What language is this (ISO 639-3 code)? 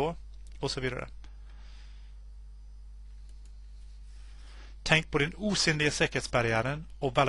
swe